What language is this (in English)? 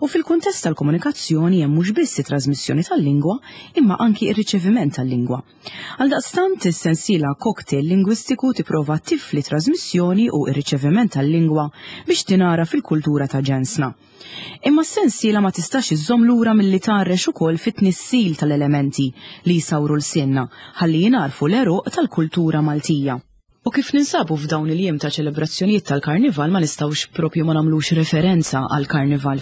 Maltese